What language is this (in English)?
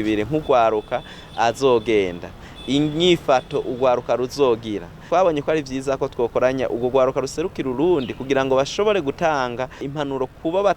Rundi